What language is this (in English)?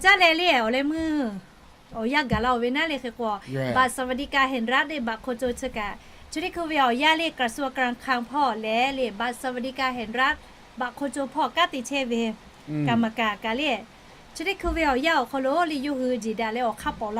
Lahu